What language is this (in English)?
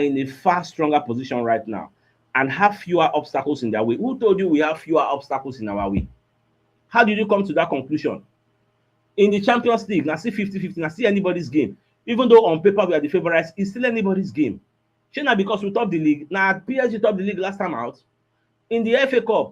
Nigerian Pidgin